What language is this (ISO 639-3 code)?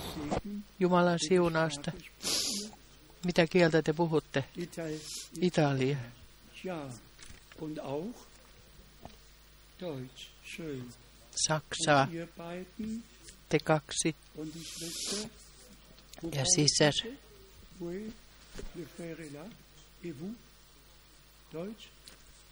fin